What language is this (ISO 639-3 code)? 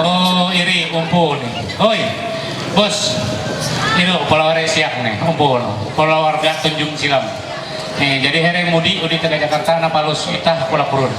mhy